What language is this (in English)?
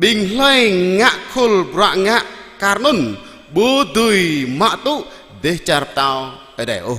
Jarai